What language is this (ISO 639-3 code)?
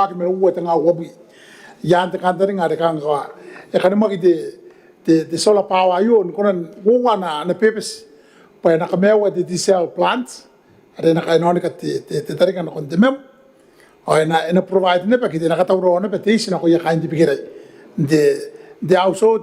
gil